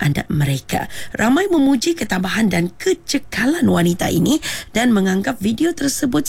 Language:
Malay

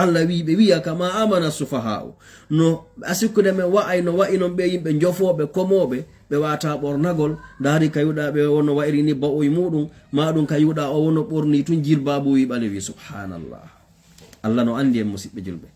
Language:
Fula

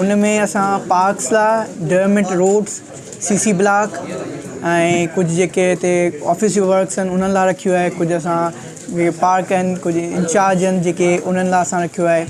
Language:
Sindhi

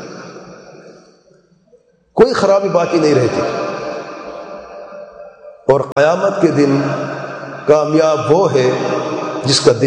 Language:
Urdu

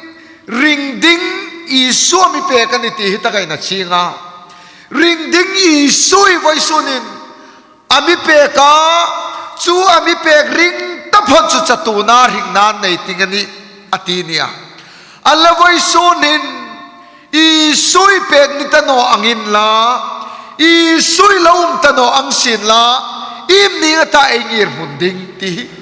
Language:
Hmar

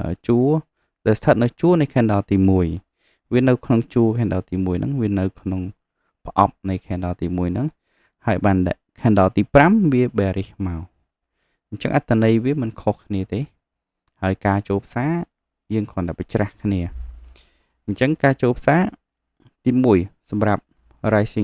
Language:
Khmer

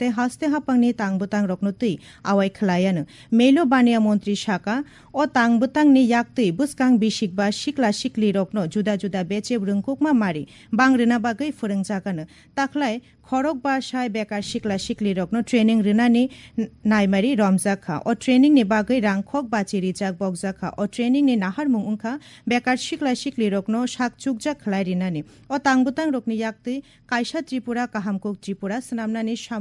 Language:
Kok Borok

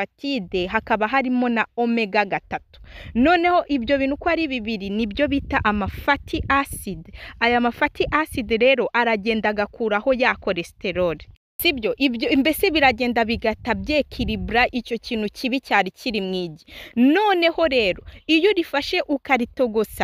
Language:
Kinyarwanda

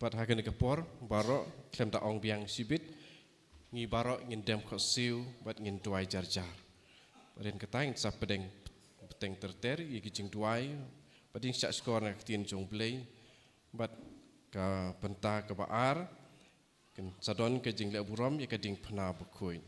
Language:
Khasi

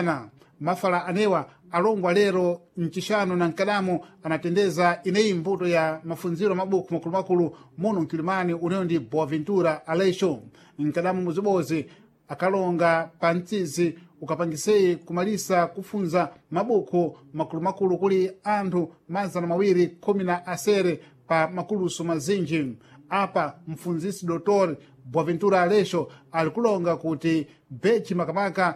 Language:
Sena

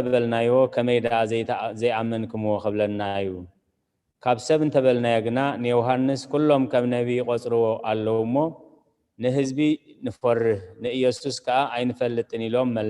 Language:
Tigrinya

